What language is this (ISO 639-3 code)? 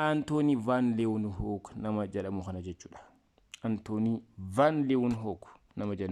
orm